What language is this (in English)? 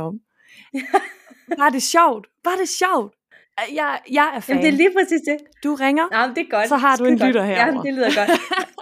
Danish